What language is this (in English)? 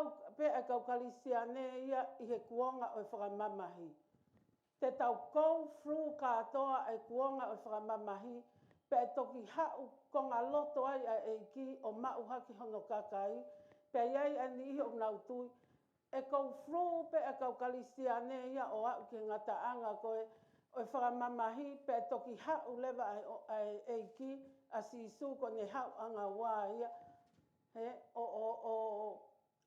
Tongan